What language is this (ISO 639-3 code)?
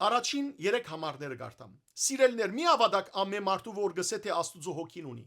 hyw